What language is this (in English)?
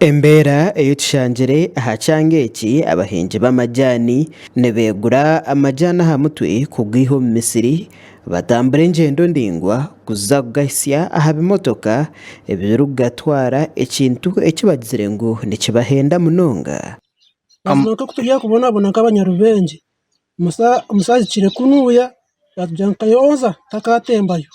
Nyankole